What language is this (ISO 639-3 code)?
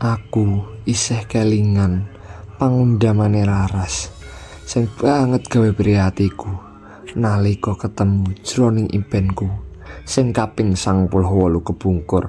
jav